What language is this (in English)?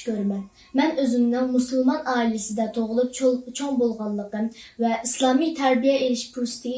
Uyghur